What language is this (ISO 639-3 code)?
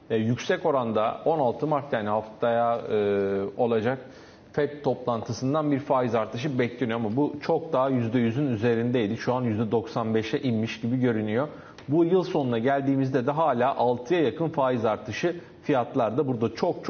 tur